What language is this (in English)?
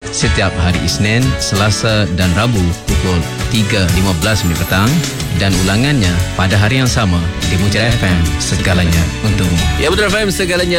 Malay